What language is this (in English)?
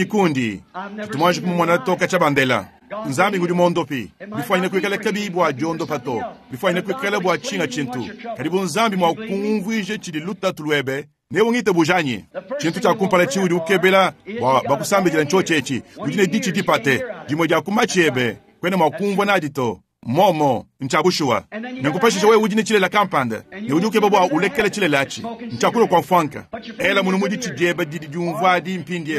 Luba-Lulua